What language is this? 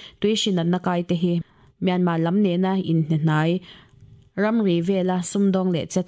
Mizo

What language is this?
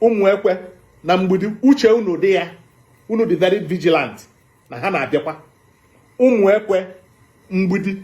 Igbo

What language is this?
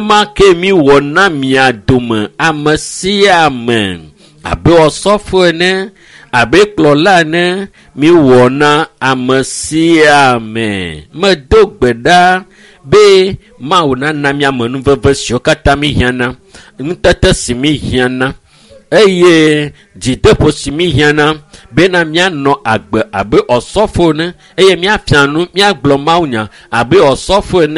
Ewe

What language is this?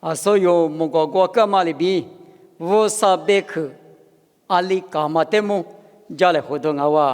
Lisu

